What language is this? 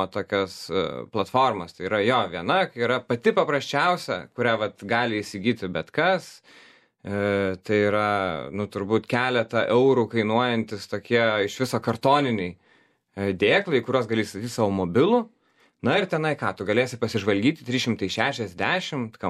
Lithuanian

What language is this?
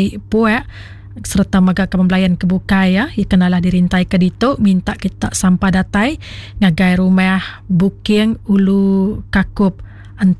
Iban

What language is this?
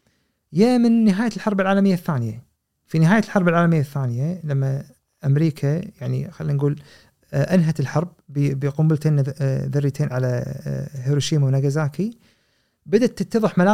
Gulf Arabic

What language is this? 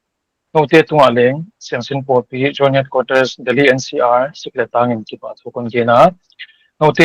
Paite Chin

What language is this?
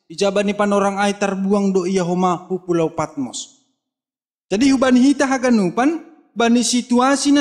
Batak Simalungun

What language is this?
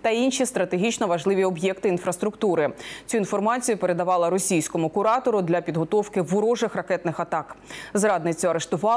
Ukrainian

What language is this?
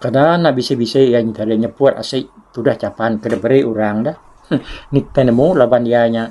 Iban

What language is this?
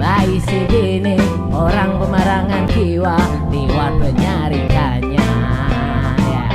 Banjar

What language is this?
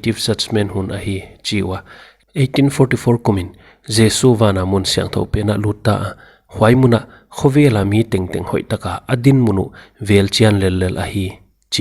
Paite Chin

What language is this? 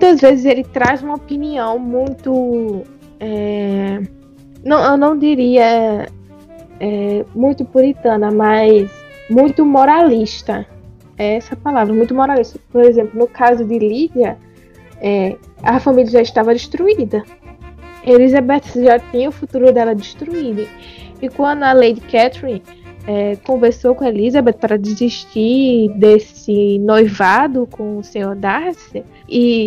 Portuguese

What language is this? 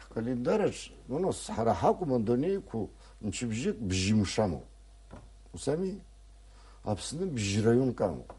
Abkhazian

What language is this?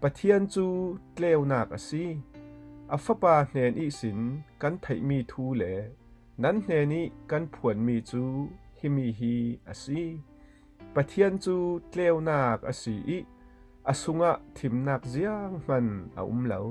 Falam Chin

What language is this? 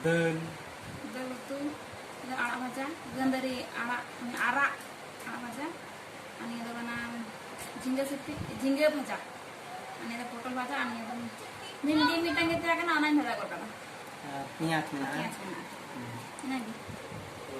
Santali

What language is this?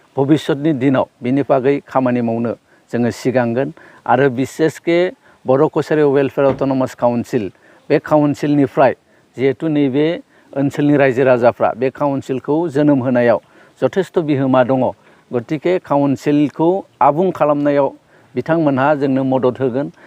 Bodo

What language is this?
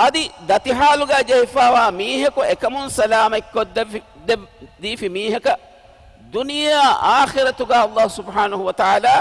Divehi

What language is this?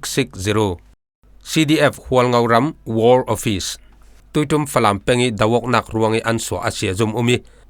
Falam Chin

